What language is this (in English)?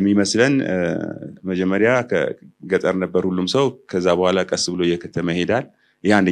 Amharic